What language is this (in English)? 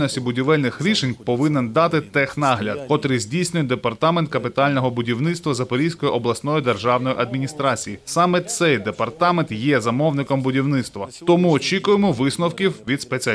Ukrainian